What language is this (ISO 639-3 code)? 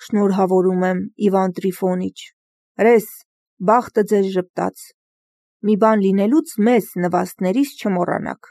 hye